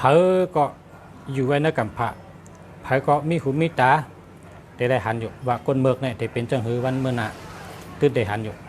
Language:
Shan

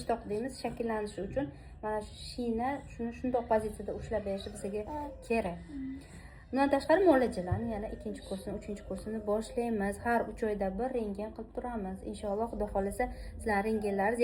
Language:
Uzbek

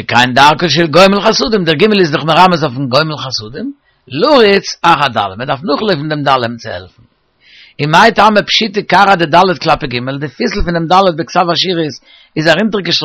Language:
Yiddish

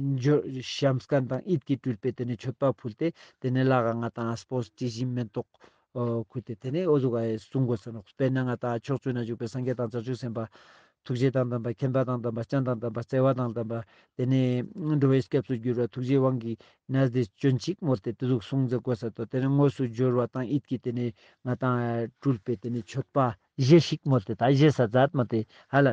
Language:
Ladakhi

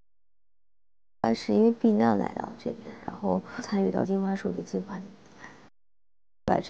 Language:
Chinese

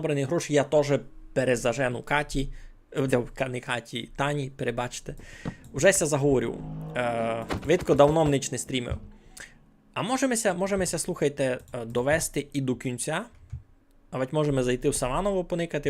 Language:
Rusyn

